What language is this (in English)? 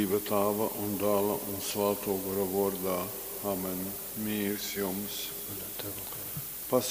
Latgalian